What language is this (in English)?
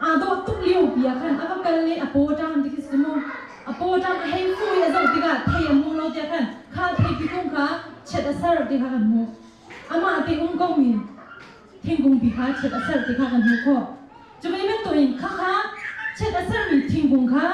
Hakha Chin